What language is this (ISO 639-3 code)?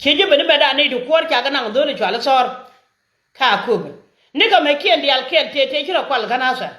nus